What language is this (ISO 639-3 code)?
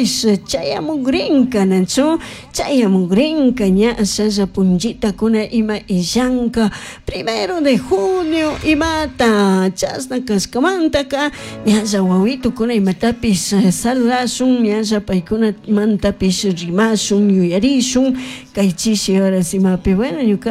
qug